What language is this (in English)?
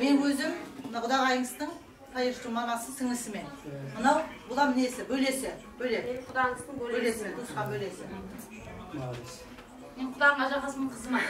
Kara-Kalpak